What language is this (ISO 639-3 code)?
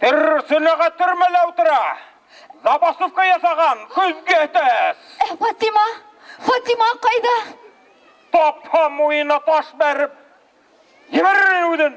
bak